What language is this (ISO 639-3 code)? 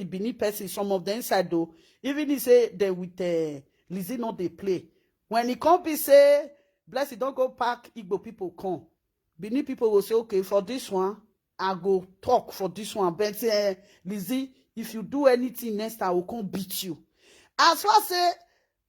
pcm